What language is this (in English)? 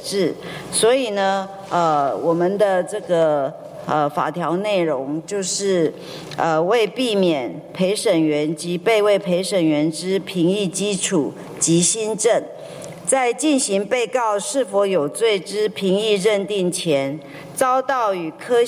Chinese